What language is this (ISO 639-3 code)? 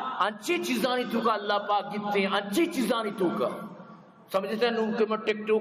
bgp